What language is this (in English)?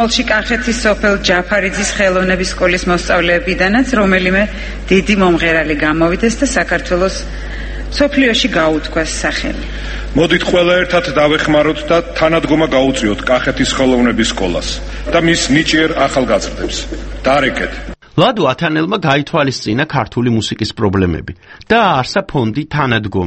Georgian